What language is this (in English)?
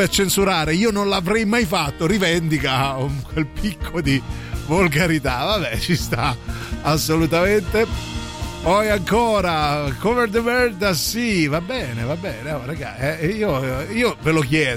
Italian